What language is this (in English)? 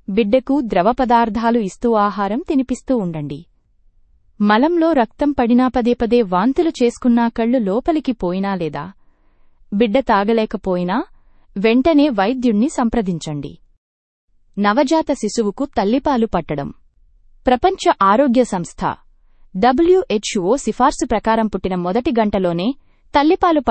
Telugu